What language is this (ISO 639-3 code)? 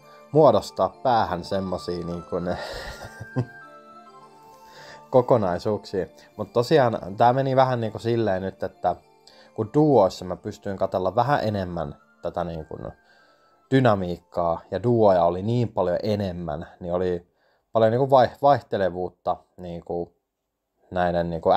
fin